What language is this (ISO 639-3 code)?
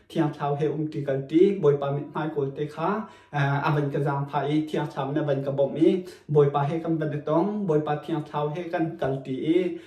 cnh